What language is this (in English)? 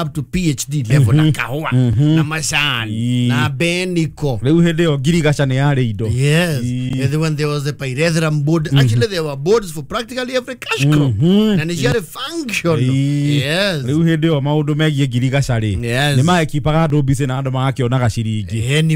Kikuyu